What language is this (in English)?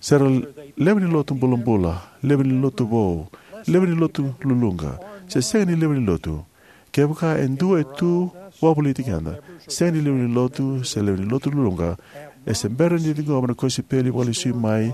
Fijian